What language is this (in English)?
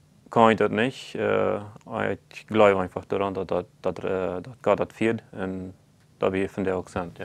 Plautdietsch